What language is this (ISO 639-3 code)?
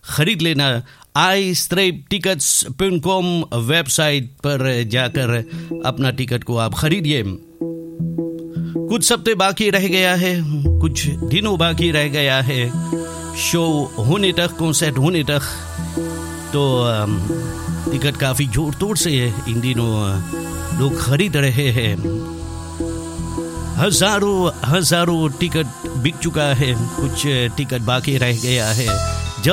hin